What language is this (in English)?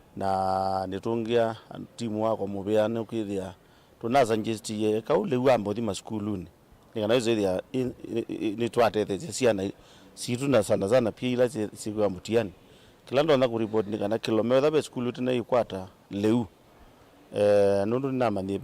Kamba